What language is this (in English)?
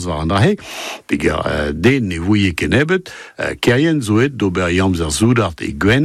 Breton